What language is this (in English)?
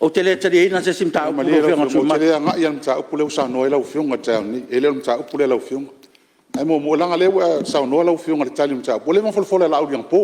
Samoan